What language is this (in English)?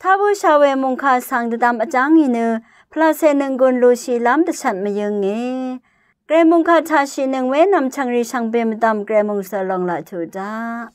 Rawang